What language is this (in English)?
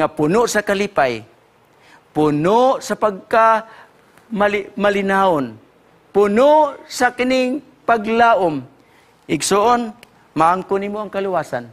Cebuano